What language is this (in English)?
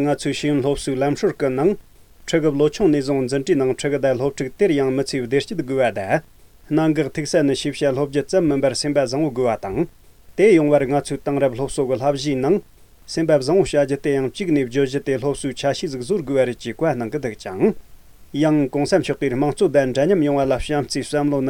Tibetan